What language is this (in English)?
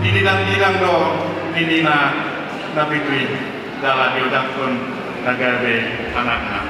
Batak Toba